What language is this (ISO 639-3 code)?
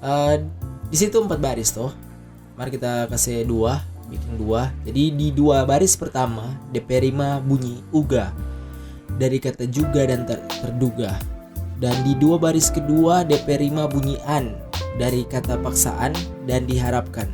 xmm